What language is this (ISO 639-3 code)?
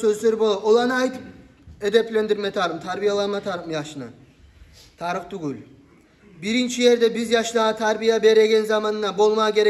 kum